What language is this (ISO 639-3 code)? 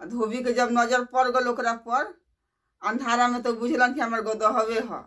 bho